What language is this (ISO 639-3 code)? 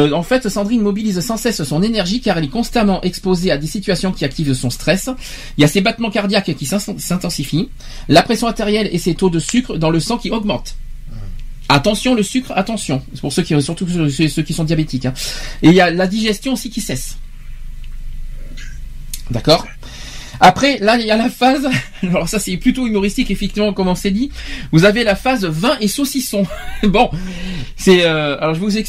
fra